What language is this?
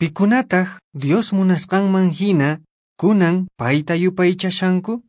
Quechua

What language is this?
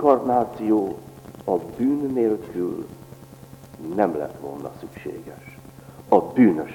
Hungarian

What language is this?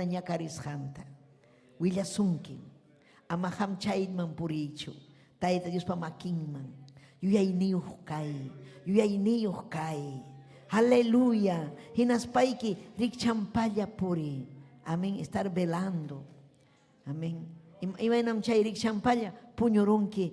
Ayacucho Quechua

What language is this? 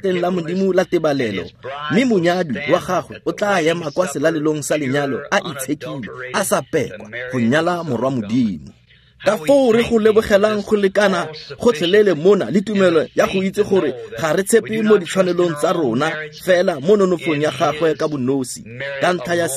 Tswana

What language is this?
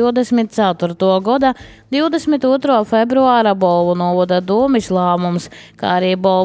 Latvian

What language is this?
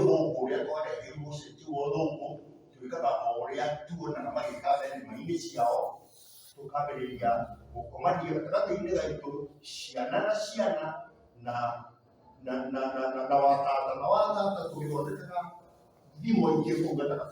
Kikuyu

